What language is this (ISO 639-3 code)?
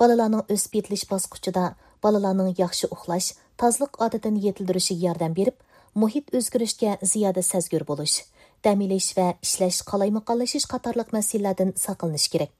uig